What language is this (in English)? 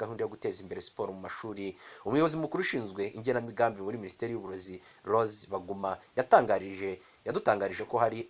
Kinyarwanda